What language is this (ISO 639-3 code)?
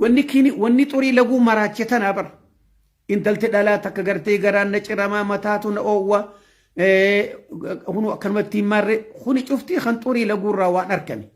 orm